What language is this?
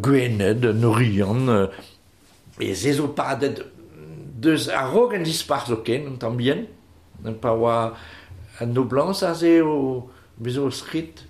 Breton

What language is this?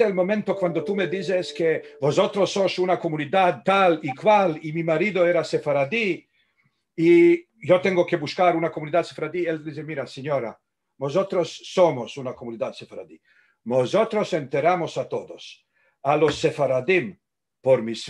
Ladino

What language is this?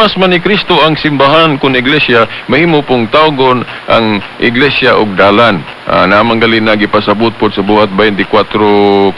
Cebuano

